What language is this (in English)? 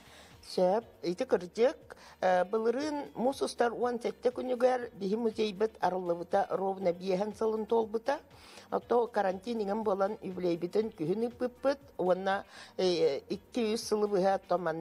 Yakut